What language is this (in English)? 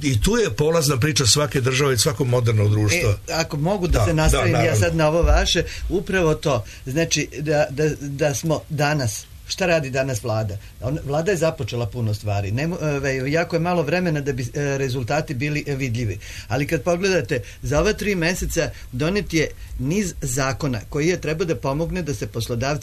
Serbian